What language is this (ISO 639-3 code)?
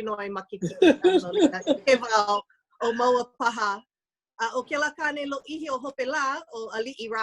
haw